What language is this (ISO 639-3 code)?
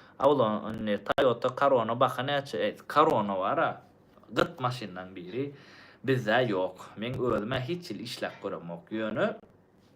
tuk